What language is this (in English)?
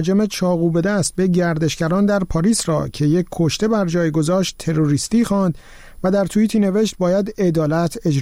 Persian